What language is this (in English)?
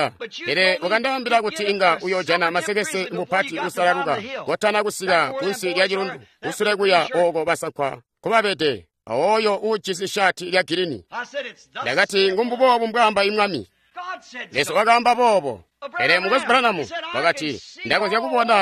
Tonga (Zambia)